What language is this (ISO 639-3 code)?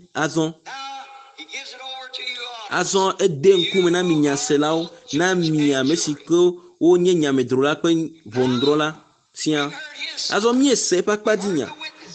ewe